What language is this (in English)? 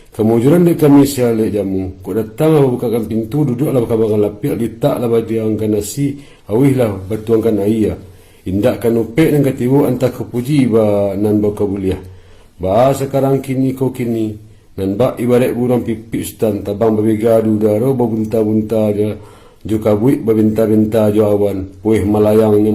Minangkabau